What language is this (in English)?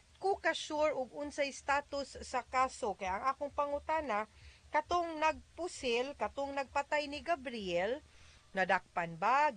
Cebuano